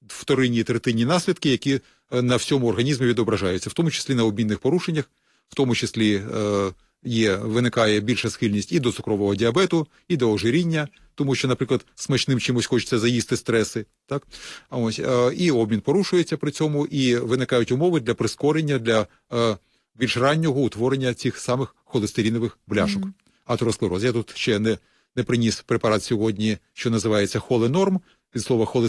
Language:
Ukrainian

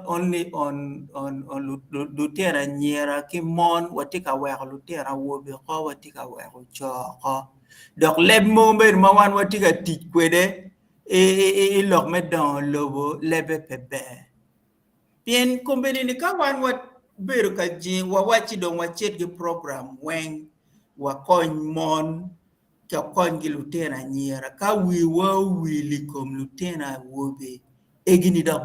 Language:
Acoli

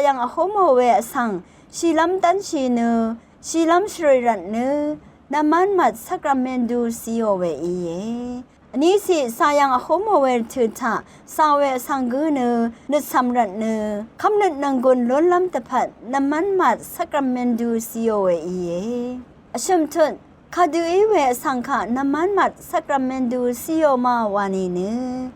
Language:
Rawang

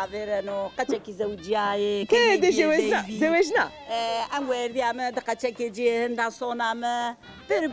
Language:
Zaza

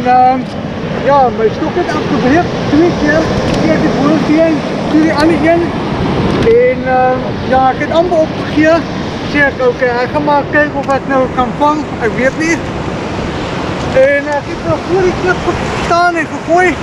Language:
Afrikaans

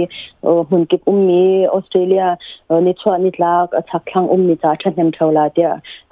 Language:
Hakha Chin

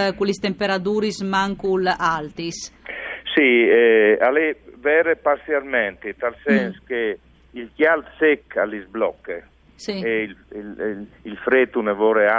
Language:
Friulian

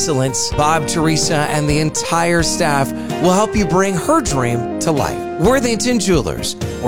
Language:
English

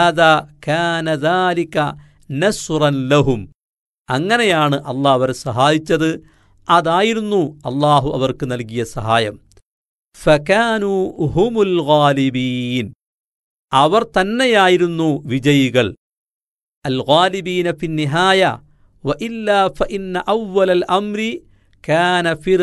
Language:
Malayalam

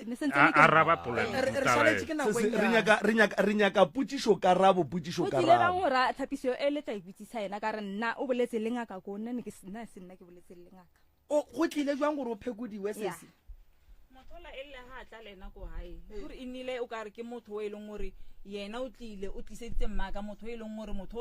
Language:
Northern Sotho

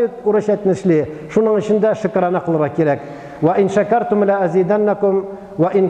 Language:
Tatar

